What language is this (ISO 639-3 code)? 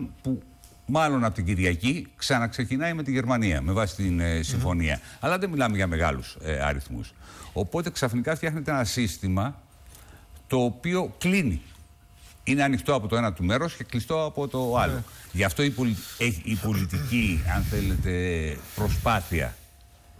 ell